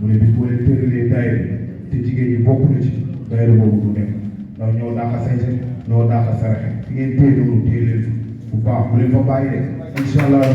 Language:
Wolof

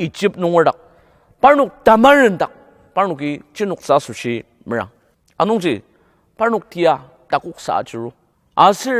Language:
Ao Naga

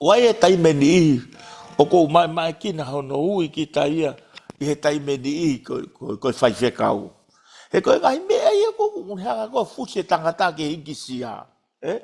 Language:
Tongan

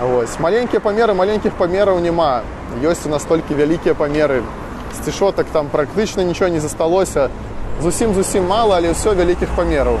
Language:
Belarusian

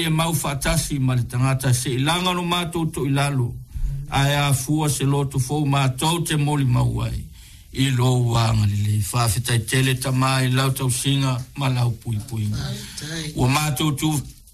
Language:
Samoan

